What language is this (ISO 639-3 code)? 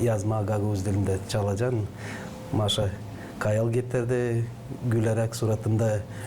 gag